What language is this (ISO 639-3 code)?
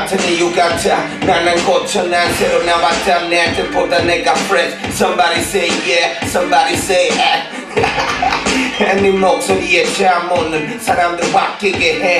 kor